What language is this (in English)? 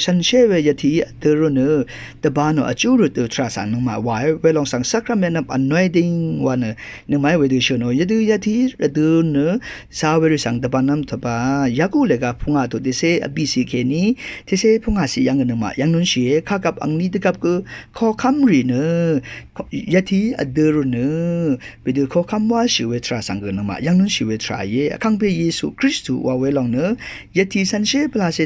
Rawang